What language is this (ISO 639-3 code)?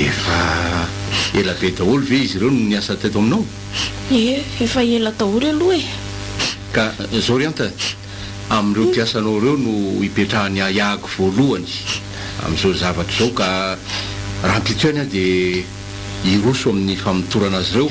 mlg